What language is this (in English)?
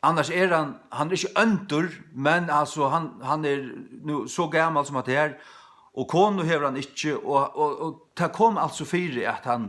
Faroese